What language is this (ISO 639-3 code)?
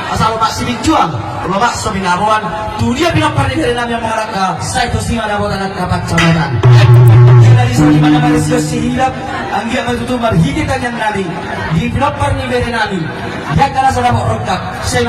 bbc